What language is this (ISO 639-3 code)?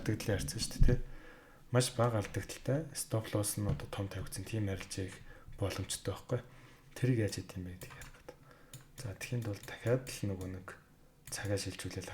mon